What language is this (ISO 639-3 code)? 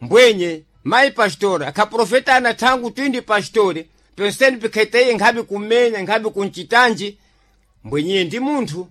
seh